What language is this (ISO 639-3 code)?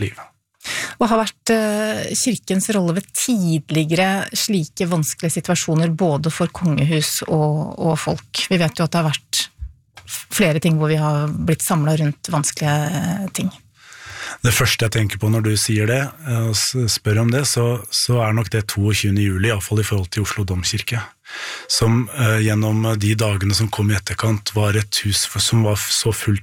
nor